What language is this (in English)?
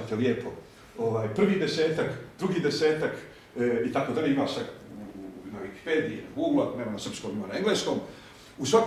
Bosnian